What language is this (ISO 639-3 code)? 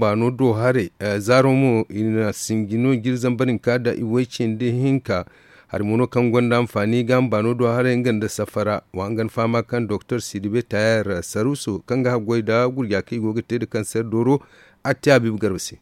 dje